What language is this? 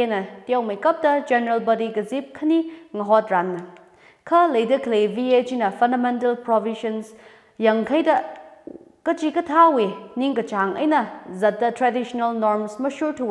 Tangkhul Naga (India)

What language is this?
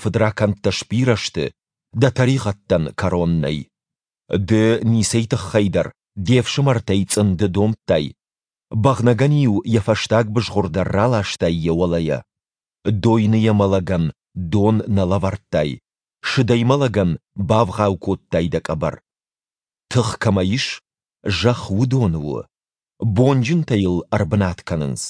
Ossetic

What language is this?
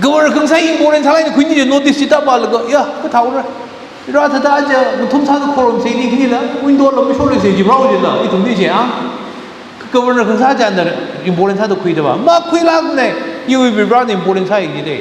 Tangkhul Naga (India)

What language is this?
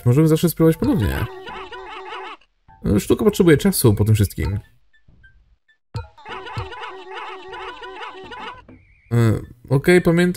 Polish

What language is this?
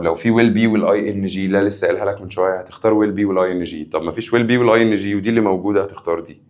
Egyptian Arabic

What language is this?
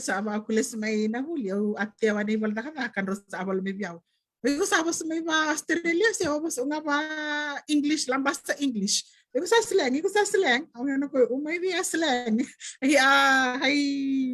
Fijian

